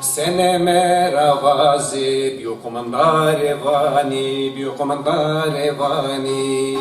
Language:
Zaza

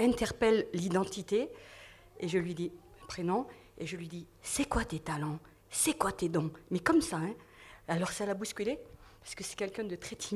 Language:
French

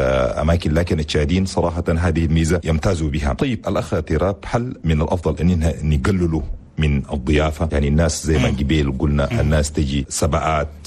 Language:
Chadian Arabic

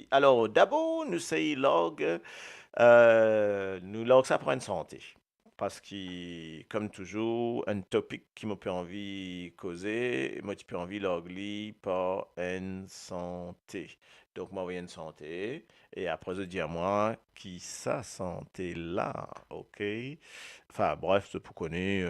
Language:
Morisyen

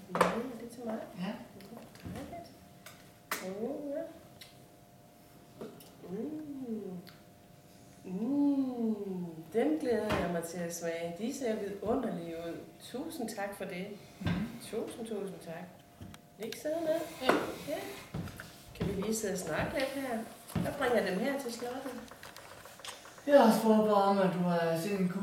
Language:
Danish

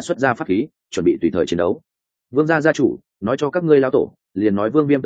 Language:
Vietnamese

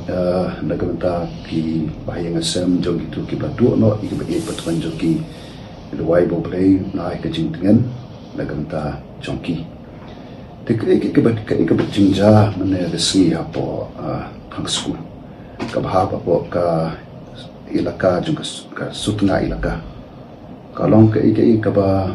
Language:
Khasi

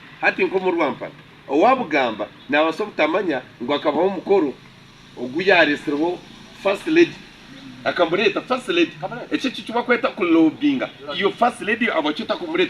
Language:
Nyankole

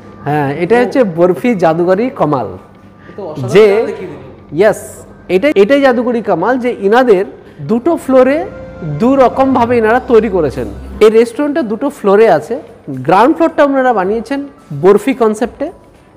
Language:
Bangla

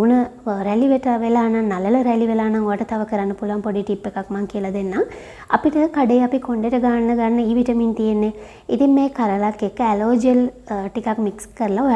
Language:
Sinhala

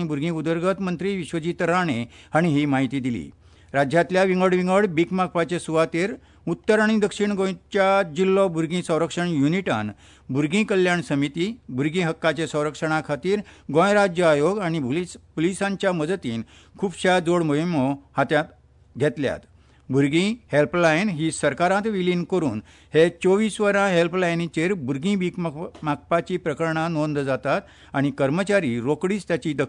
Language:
Konkani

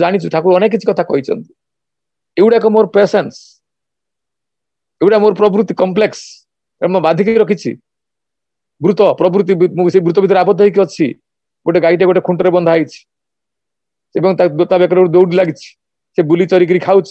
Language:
Odia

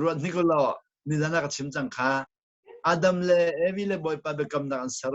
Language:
Hakha Chin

